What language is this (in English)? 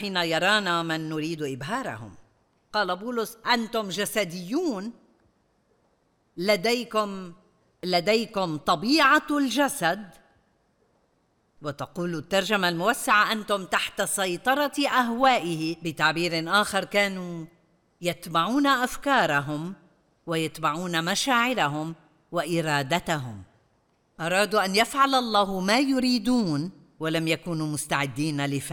Arabic